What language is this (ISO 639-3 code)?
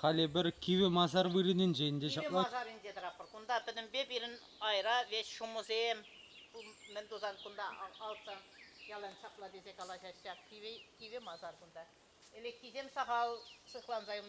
chv